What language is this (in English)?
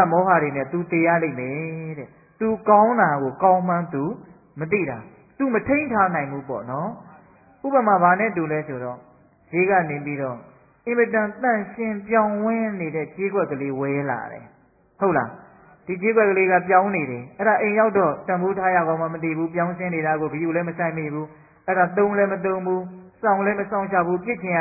Burmese